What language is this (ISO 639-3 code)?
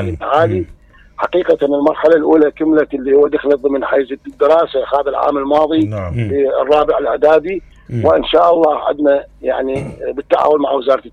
acm